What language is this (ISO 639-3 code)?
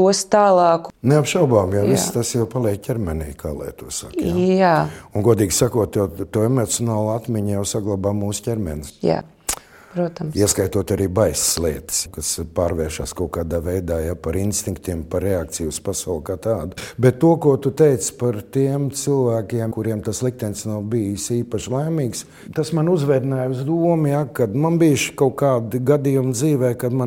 lav